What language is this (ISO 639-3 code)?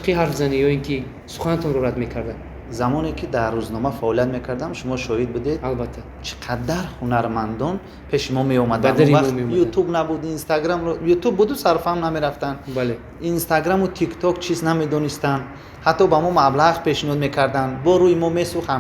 tgk